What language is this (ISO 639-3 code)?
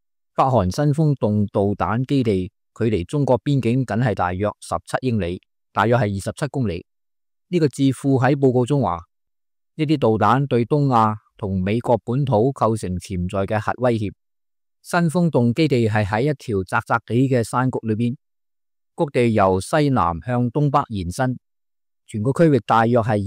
yue